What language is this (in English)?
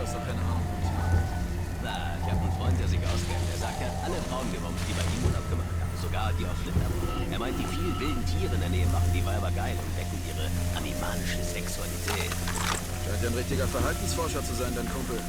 Bavarian